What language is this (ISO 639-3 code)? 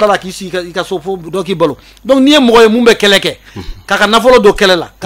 bam